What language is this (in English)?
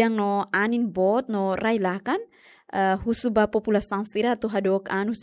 Tetum